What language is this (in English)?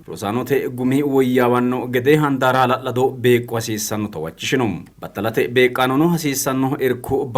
Sidamo